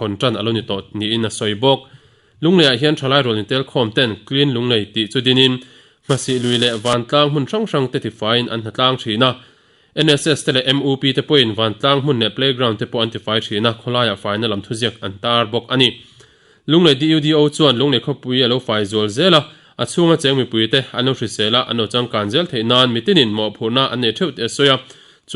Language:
Mizo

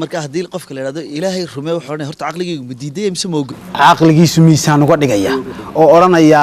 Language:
Somali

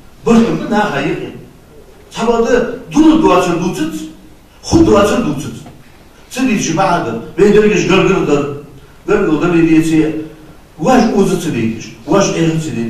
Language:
Ingush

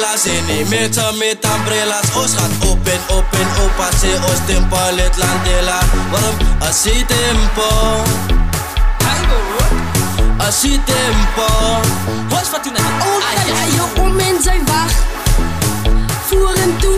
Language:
Afrikaans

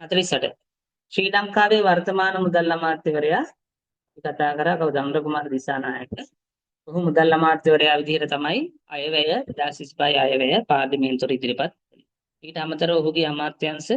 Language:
Sinhala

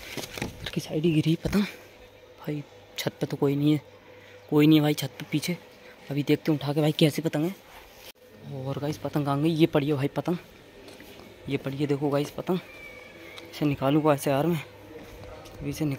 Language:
Hindi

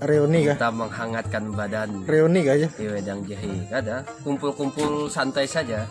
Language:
Banjar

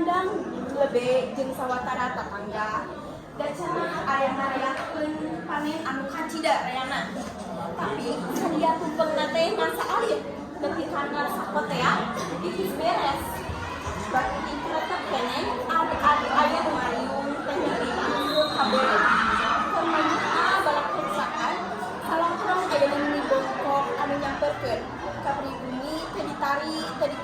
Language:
Sundanese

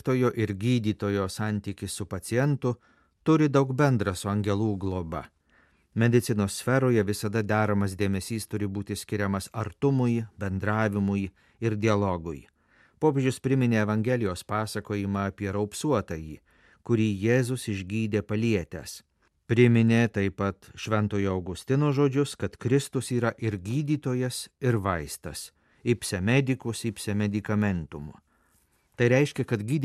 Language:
Lithuanian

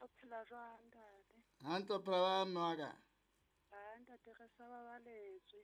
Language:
Southern Sotho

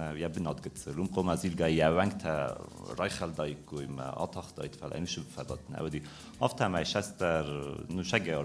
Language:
Ossetic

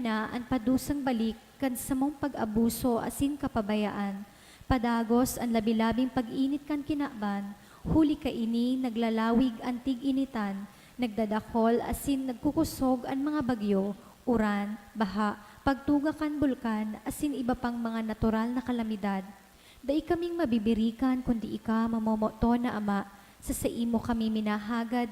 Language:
Bikol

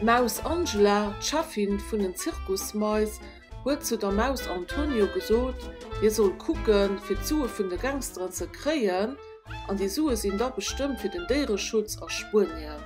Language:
Luxembourgish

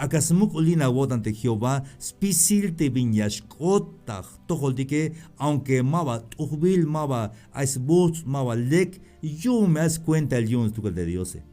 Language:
Tzeltal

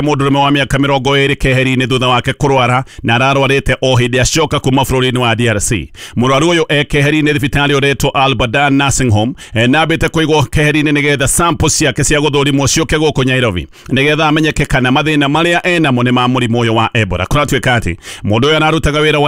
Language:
Kikuyu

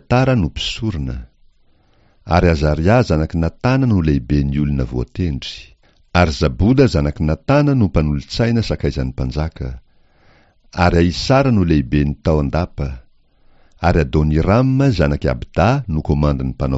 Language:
Malagasy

